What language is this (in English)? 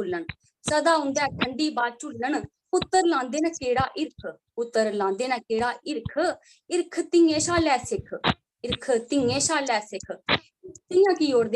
Dogri